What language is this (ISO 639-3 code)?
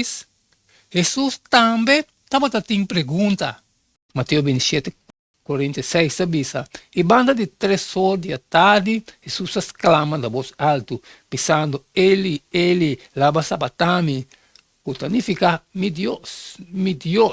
pap